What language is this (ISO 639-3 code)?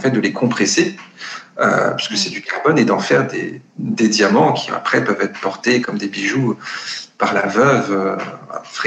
fra